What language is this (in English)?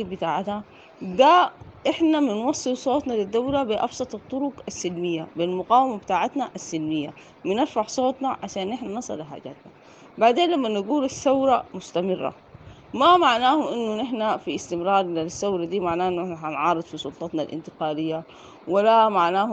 Sudanese Arabic